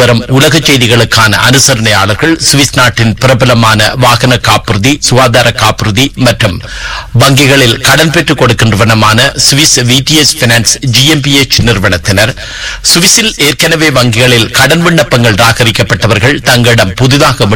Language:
Tamil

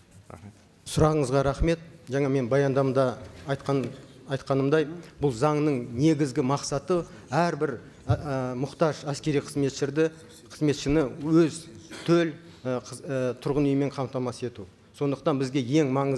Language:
Kazakh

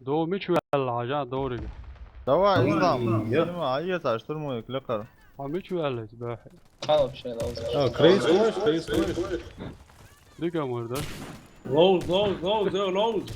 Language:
Chechen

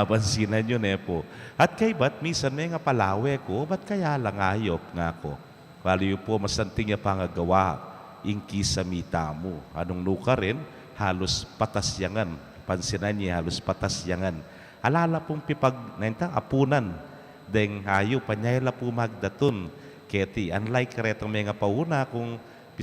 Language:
Pampanga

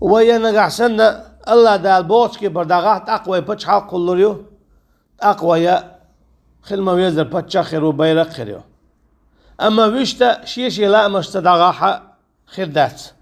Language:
Chechen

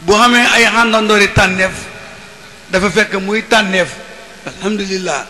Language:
Wolof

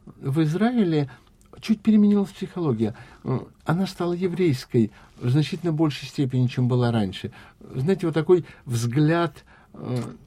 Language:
Russian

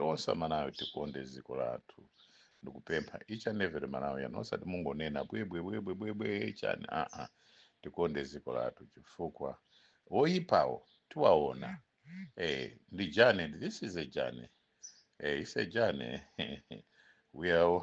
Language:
Nyanja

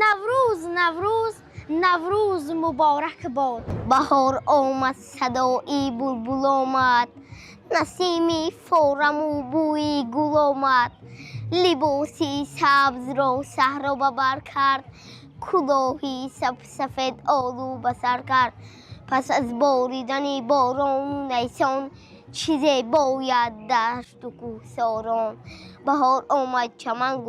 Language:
Tajik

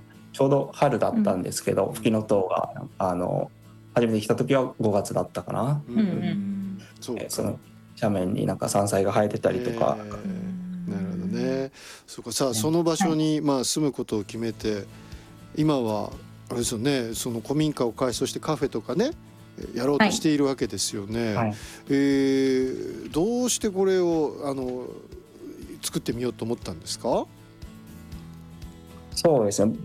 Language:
Japanese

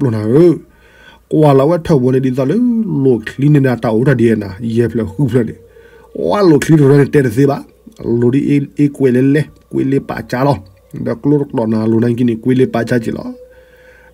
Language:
S'gaw Karen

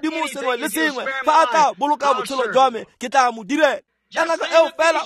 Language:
Tswana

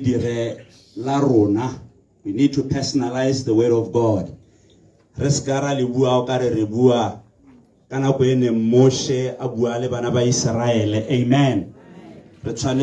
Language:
Tswana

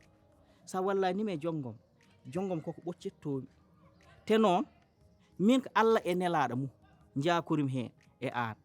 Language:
Fula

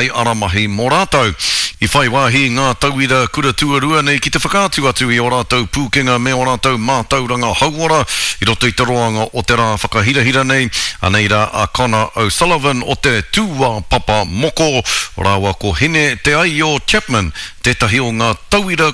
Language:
Māori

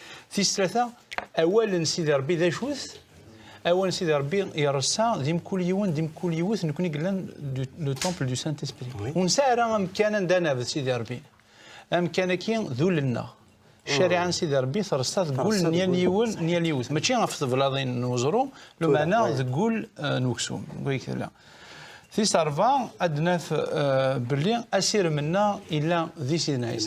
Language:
Kabyle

